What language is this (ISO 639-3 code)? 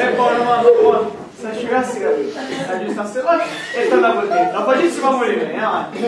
scn